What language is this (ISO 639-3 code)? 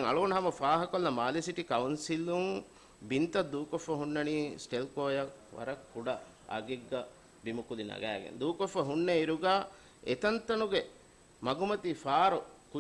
div